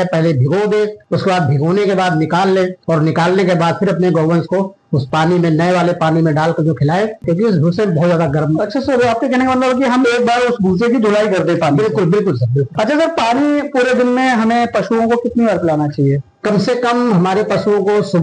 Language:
Hindi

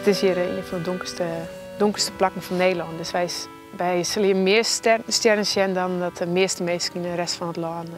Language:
Western Frisian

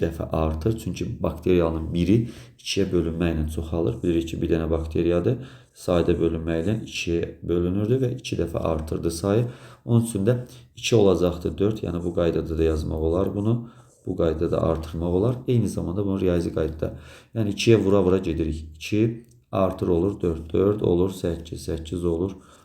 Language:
Azerbaijani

